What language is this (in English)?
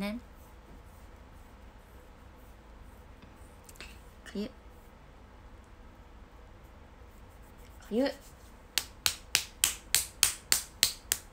Japanese